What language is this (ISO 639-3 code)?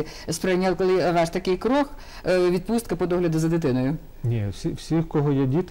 ukr